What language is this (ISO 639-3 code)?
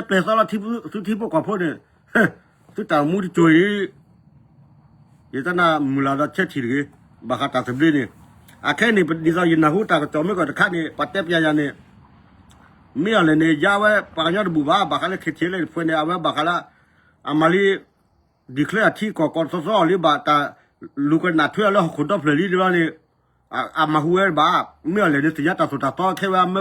ksw